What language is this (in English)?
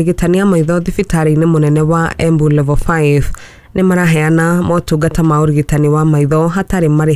Kikuyu